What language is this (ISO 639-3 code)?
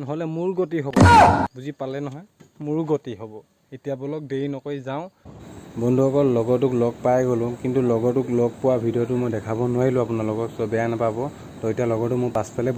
asm